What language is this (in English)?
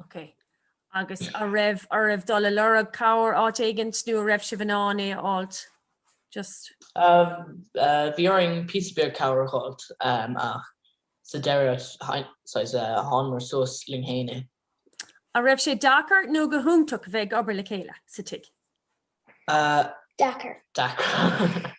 Irish